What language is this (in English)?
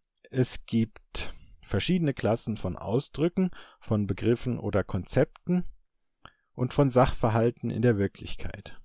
German